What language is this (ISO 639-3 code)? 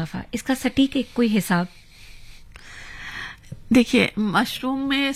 hin